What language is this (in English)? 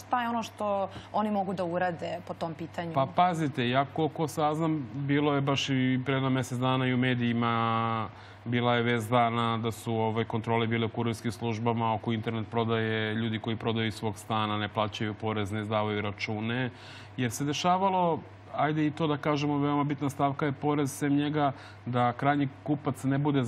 Serbian